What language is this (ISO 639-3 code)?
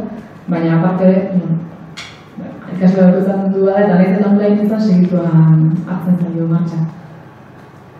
eus